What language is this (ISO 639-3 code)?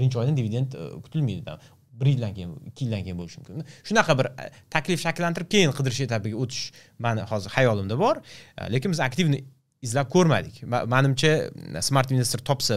uzb